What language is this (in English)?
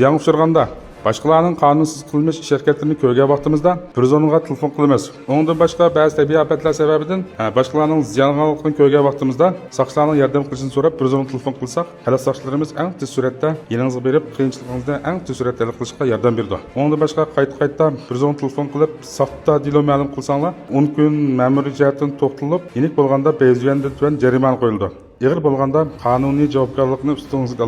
Uyghur